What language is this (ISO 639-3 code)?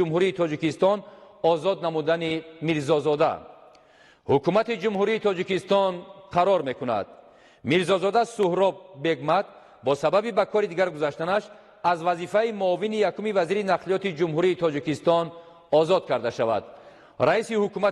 tgk